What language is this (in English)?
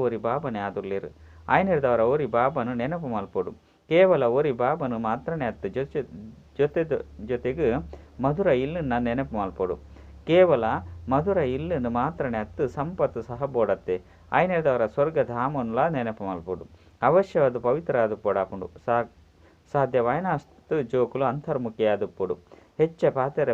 Tulu